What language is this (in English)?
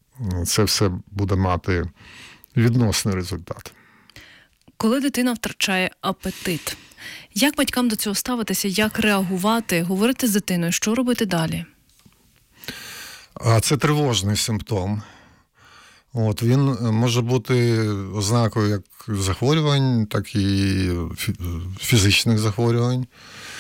Ukrainian